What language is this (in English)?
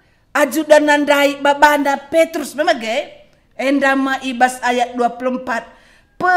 Batak Karo